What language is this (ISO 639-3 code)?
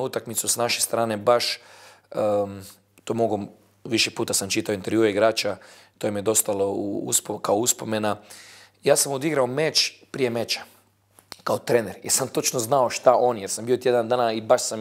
bos